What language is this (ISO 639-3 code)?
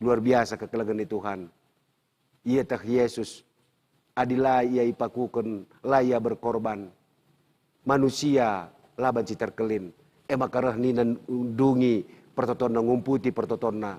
btx